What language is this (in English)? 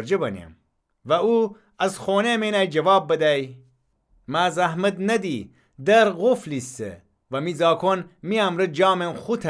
Gilaki